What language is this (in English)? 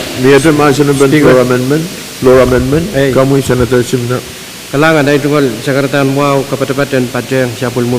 Pohnpeian